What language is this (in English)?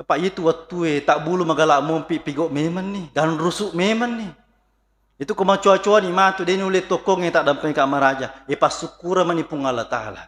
Buginese